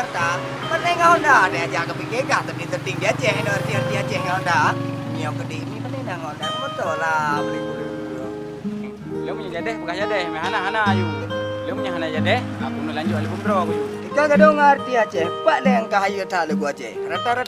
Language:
Achinese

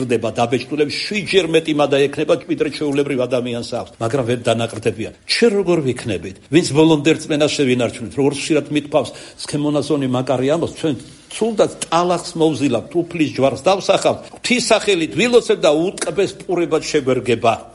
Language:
Georgian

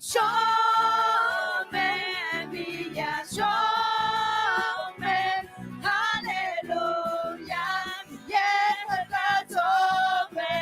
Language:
Akha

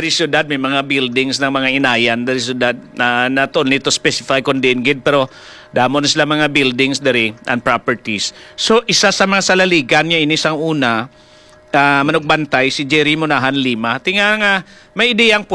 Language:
Hiligaynon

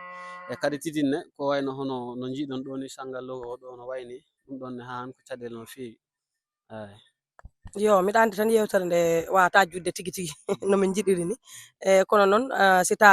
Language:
Fula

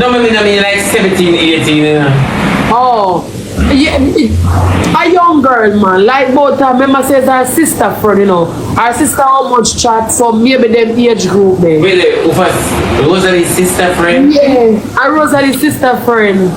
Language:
Jamaican Creole English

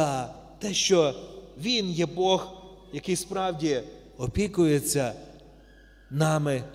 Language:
Ukrainian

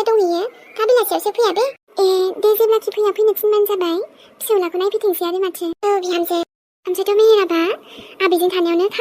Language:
Bodo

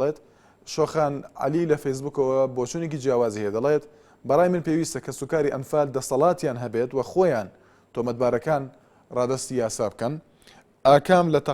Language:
Central Kurdish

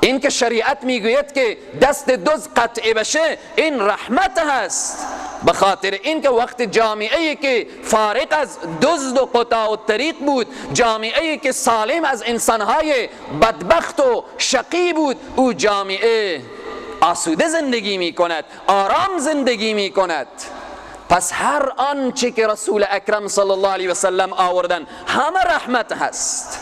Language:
Persian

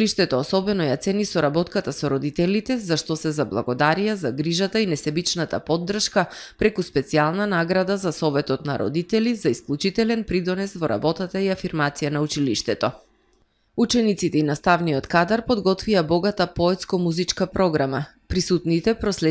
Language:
Macedonian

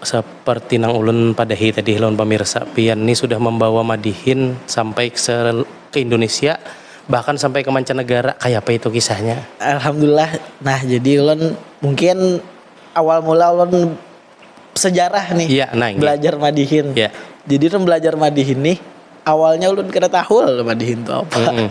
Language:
Banjar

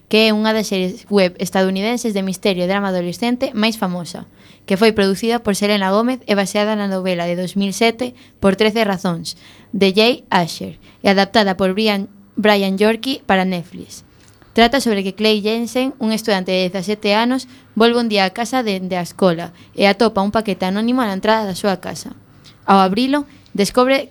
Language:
Galician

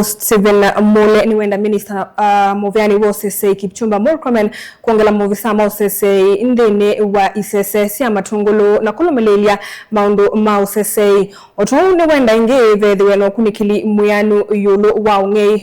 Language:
Kamba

